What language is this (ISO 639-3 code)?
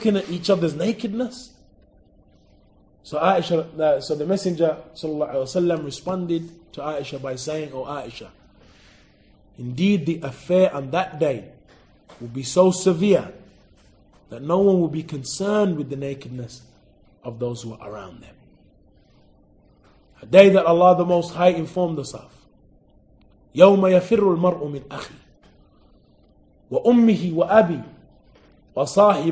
eng